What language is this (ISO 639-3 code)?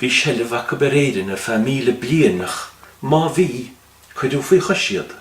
gle